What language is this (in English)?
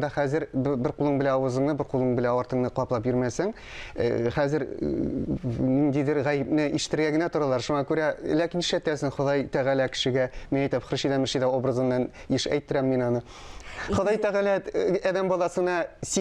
Tatar